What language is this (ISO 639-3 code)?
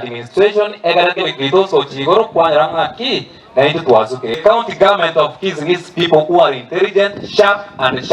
guz